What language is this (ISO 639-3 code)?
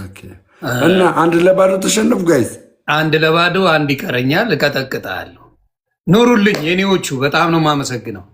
amh